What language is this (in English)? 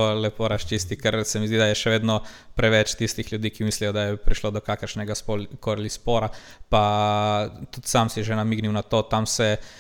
Slovenian